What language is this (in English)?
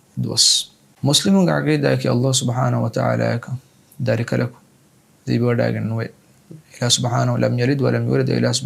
Divehi